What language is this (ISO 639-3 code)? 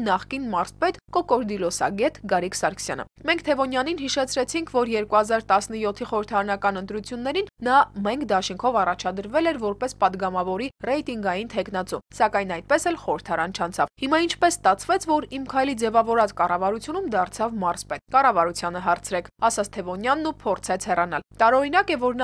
hye